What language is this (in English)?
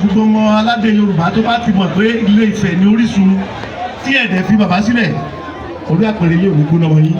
Yoruba